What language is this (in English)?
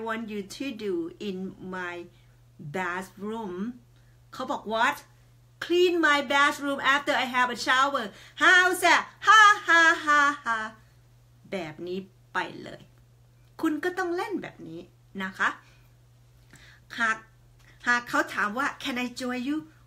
Thai